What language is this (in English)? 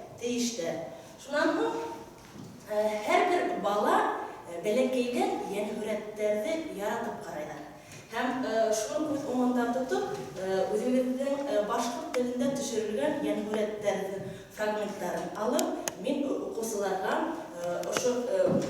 Bashkir